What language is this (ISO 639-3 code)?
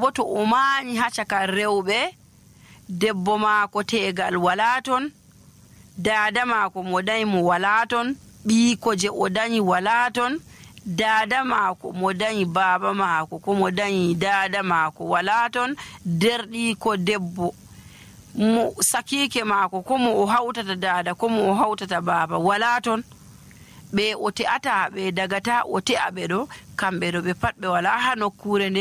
fuv